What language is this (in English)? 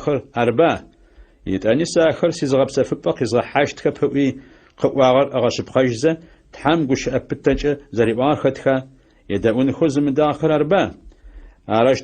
Adyghe